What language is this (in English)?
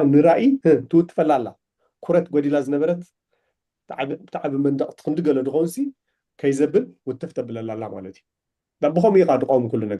Tigrinya